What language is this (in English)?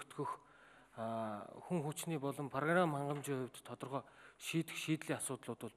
Mongolian